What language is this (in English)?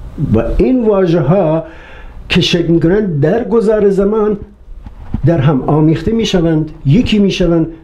Persian